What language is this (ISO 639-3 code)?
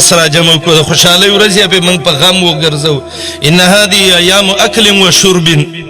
pus